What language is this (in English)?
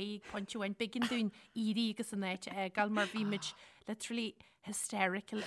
Irish